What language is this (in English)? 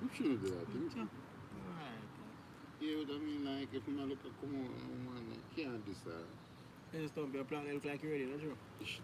Jamaican Creole English